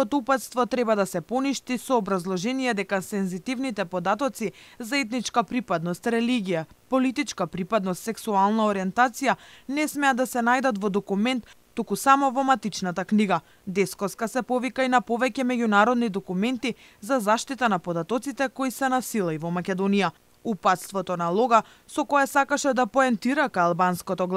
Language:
Macedonian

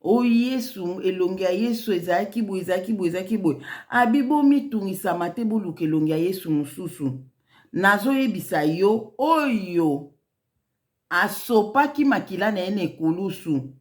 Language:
Lingala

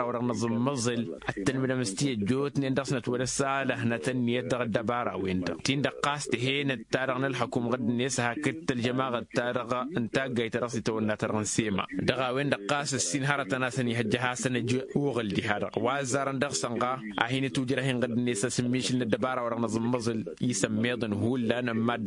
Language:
Tamasheq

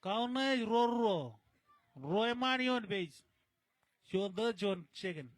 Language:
Marshallese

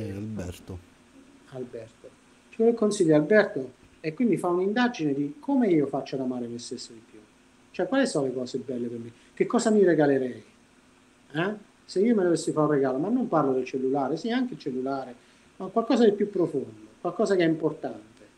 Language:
Italian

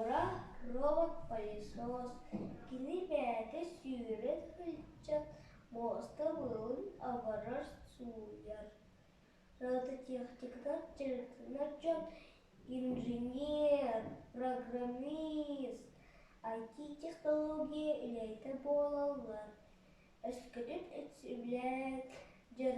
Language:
Yakut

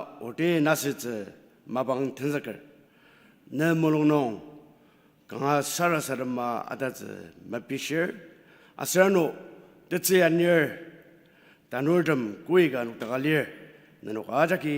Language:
Ao Naga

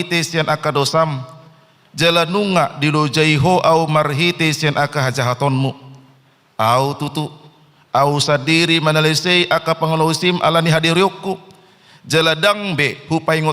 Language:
Batak Toba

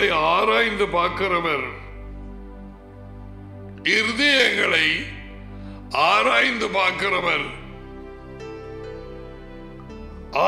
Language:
Tamil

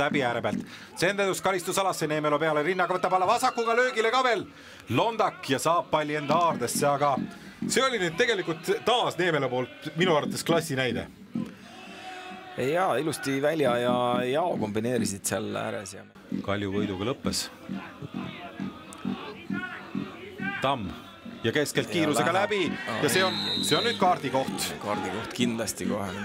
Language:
Estonian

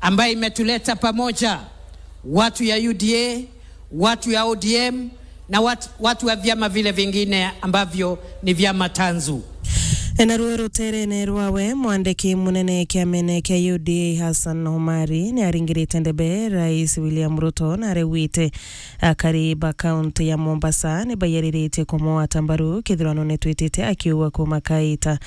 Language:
Meru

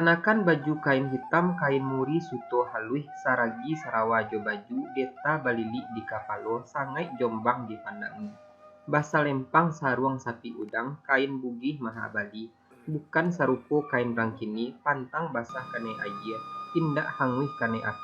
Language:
Minangkabau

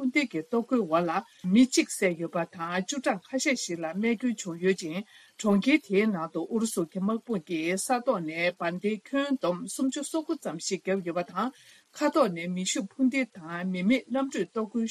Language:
Tibetan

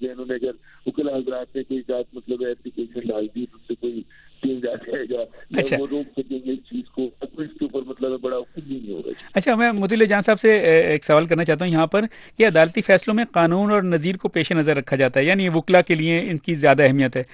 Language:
Urdu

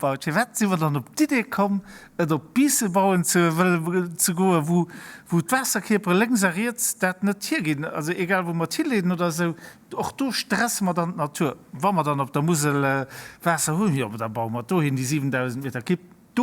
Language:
Luxembourgish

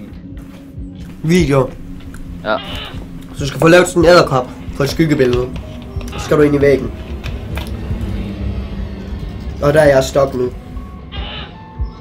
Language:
Danish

